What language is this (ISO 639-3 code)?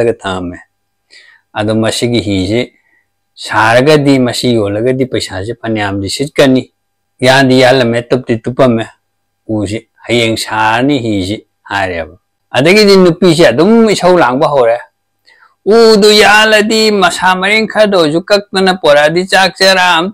mni